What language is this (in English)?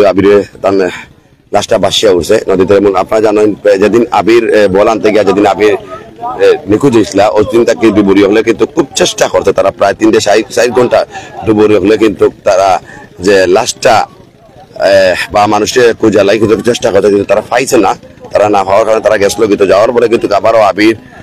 Sylheti